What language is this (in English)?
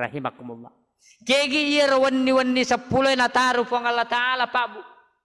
Buginese